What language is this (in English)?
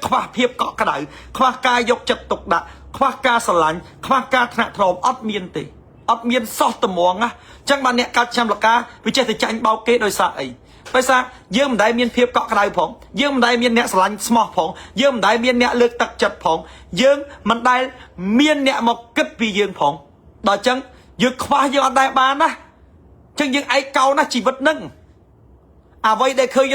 Khmer